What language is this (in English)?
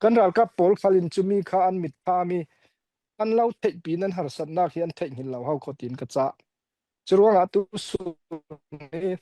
Falam Chin